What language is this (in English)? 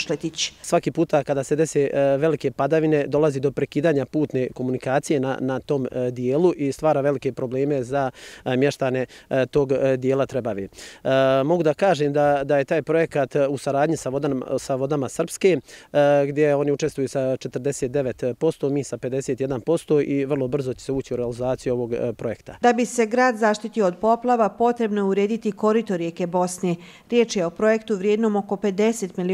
Bosnian